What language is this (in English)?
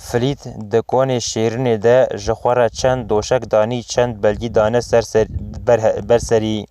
Kurdish